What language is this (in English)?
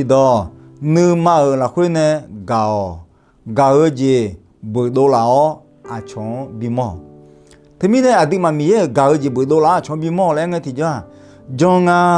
Akha